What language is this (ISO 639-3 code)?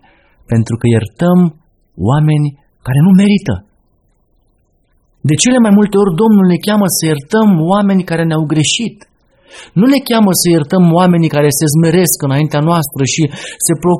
ron